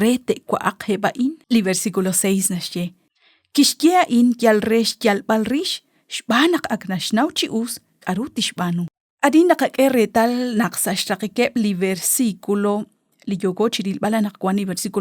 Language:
Kekchí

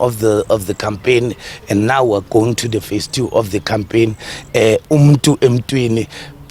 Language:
Tsonga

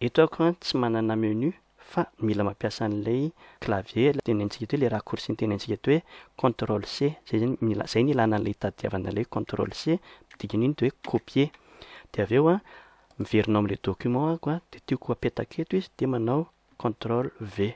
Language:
Malagasy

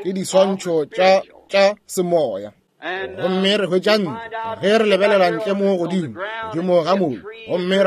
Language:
Northern Sotho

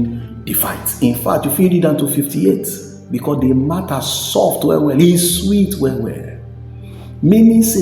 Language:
Nigerian Pidgin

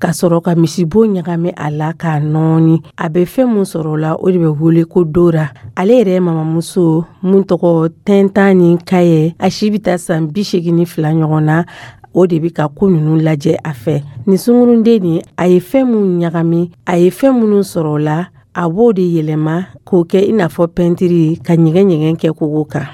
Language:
Dyula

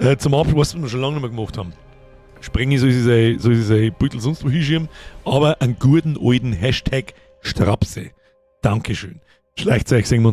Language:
Bavarian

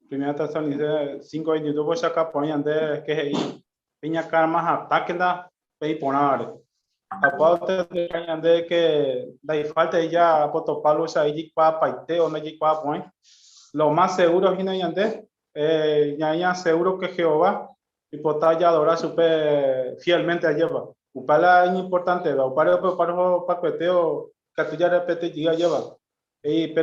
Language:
Guarani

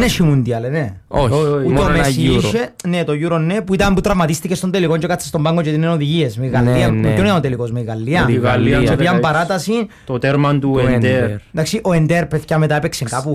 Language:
Greek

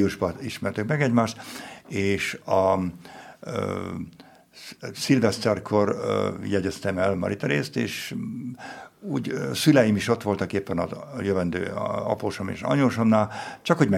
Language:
Hungarian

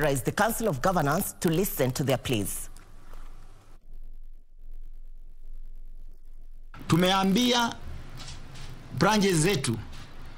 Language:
Swahili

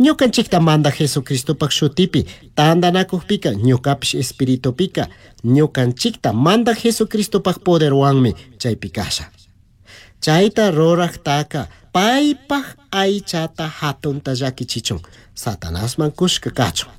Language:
Chimborazo Highland Quichua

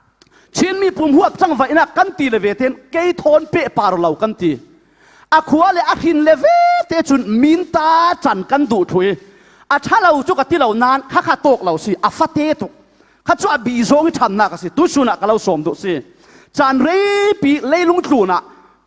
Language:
Falam Chin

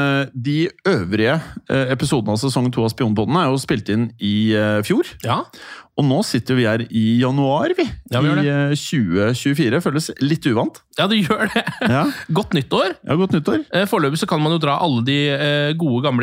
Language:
Norwegian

